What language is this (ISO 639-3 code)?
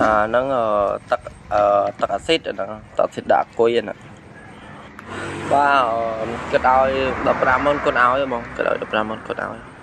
khm